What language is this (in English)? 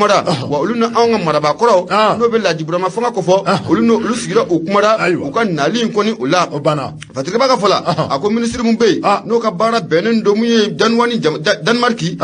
Bambara